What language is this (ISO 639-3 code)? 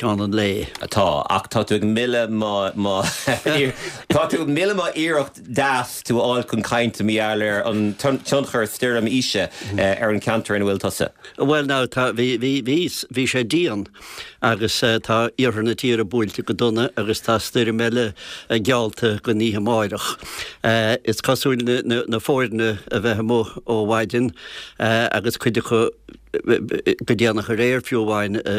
gle